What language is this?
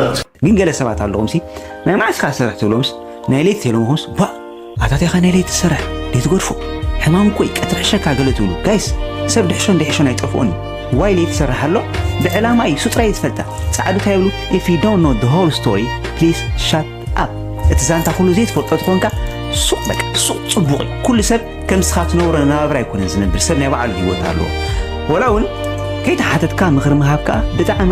Tigrinya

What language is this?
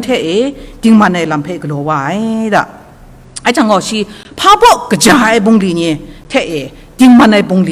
Kachin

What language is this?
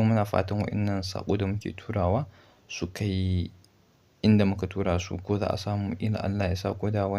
Hausa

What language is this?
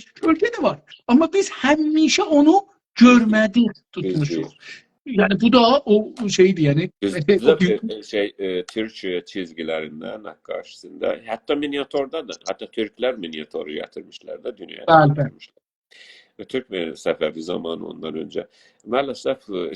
South Azerbaijani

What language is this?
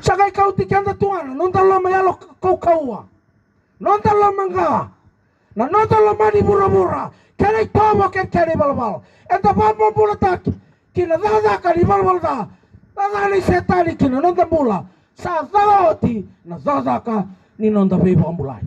Fijian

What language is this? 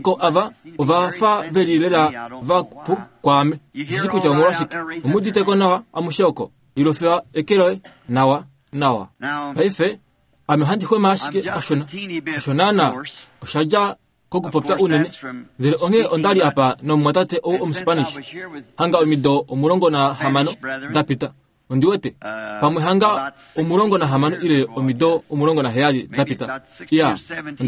Kuanyama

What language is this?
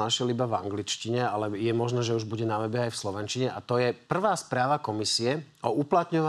Slovak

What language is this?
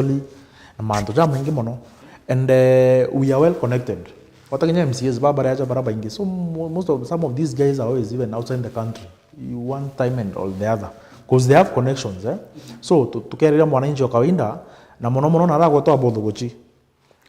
Meru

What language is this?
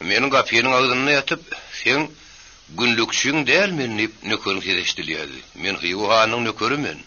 Turkmen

